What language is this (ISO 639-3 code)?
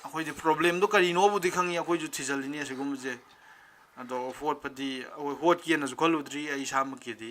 mni